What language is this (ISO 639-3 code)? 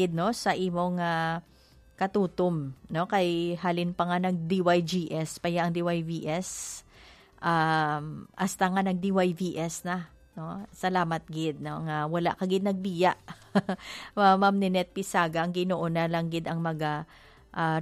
hil